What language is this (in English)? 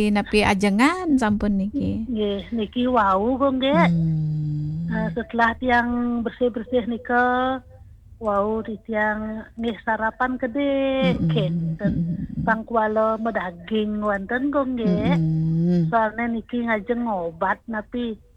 Balinese